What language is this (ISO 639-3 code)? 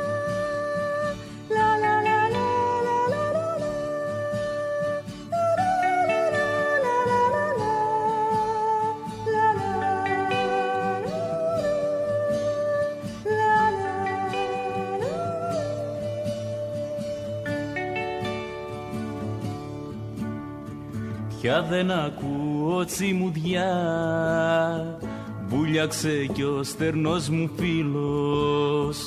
ell